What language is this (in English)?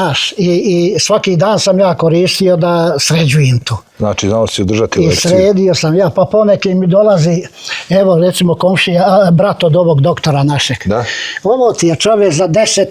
Bosnian